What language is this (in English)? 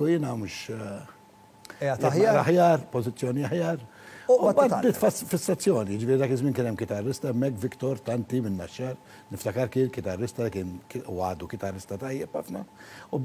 Maltese